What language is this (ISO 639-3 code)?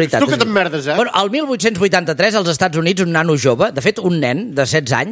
cat